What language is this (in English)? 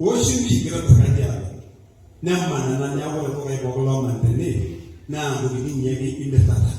Masai